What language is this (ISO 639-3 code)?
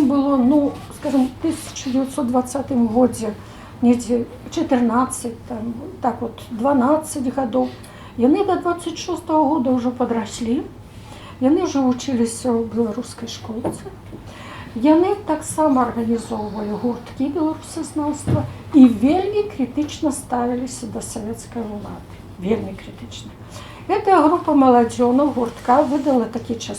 bel